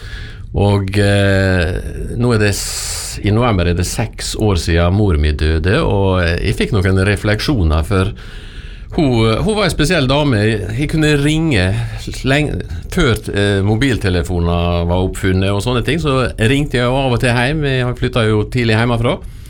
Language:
Norwegian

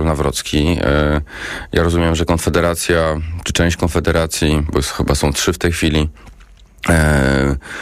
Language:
Polish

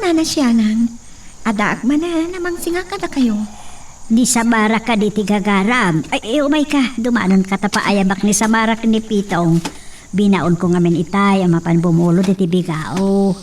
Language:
Iloko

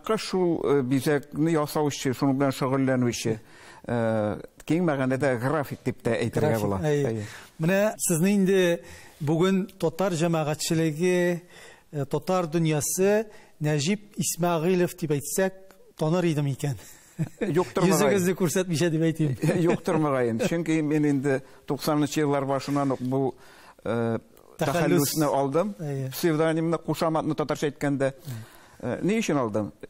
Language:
Tatar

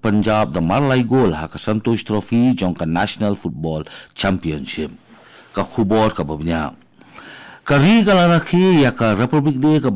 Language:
Khasi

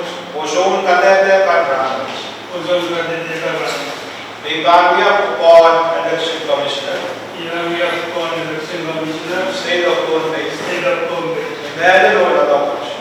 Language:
Pohnpeian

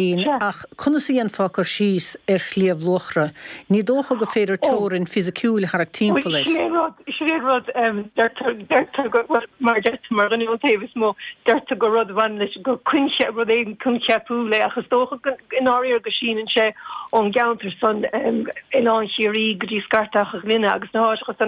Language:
Irish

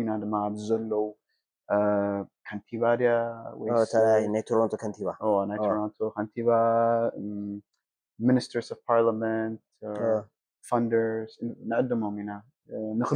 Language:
Tigrinya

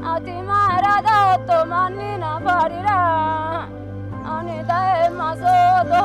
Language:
Sidamo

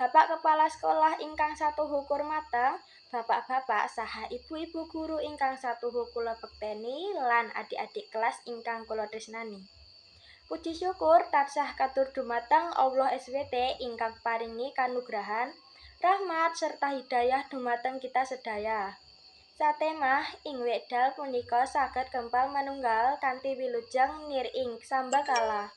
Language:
Javanese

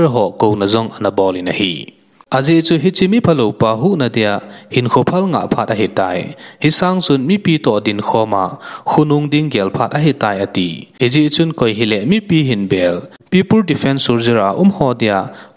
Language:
Thado Chin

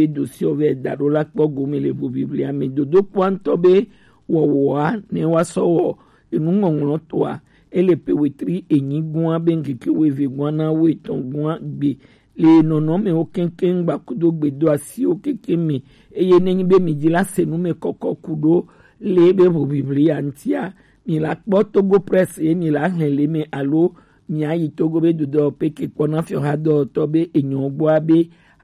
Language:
Gen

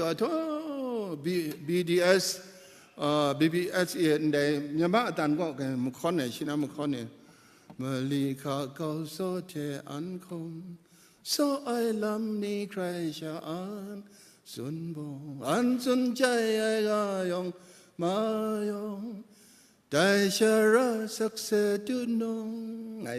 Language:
Kachin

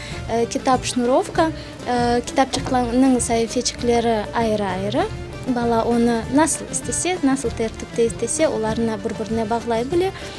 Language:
Crimean Tatar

